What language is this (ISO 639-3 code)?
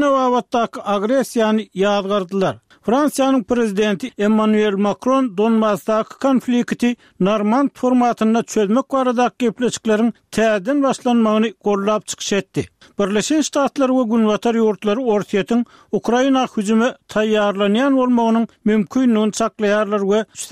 tuk